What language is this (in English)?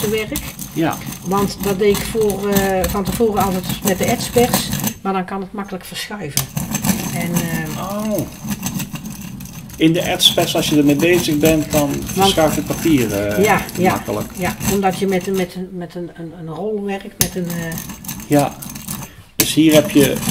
Dutch